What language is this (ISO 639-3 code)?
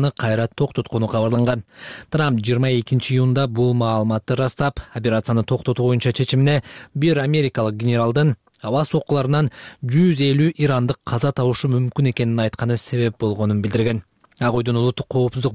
kir